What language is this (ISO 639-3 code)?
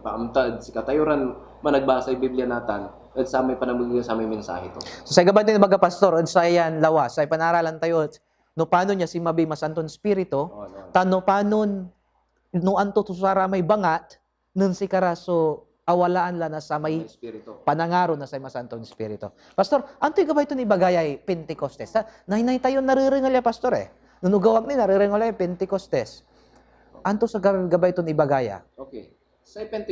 pag